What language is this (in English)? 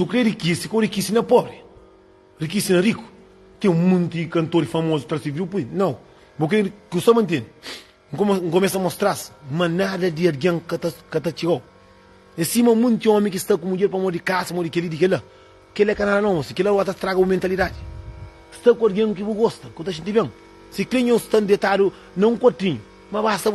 Kabuverdianu